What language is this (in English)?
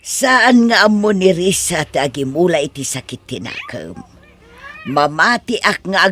Iloko